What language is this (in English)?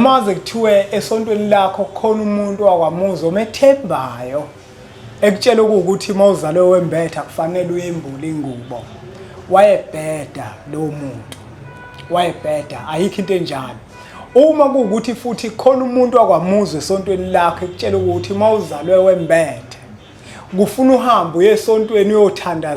Zulu